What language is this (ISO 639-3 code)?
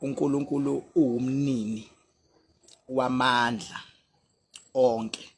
zul